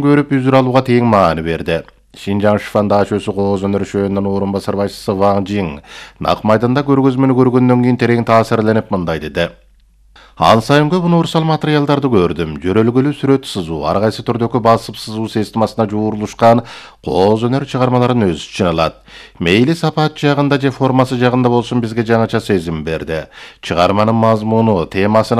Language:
Kyrgyz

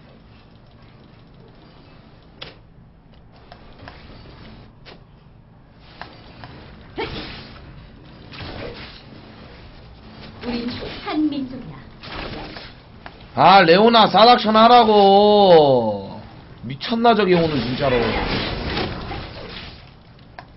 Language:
Korean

